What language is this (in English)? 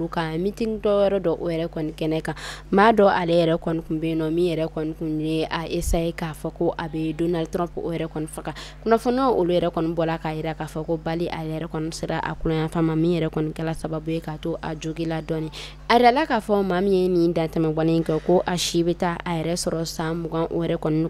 Bambara